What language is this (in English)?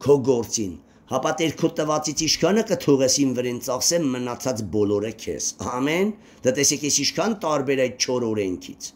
Armenian